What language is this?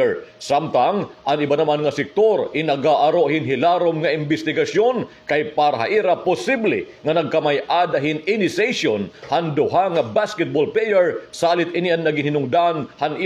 Waray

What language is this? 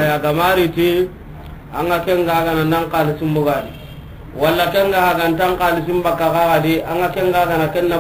Soninke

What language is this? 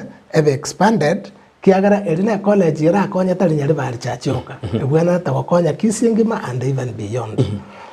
Gusii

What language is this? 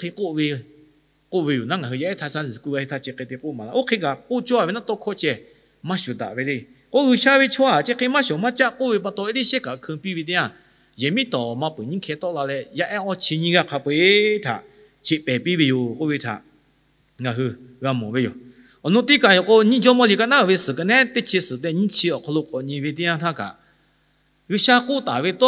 Lahu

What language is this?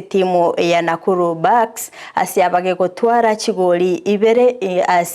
Gusii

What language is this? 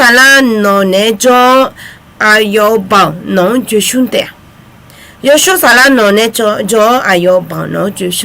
Akha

